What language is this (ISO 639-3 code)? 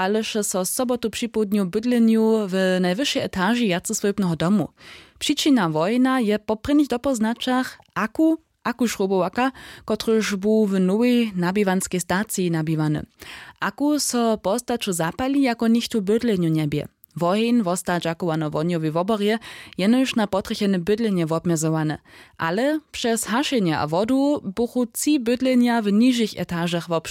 hsb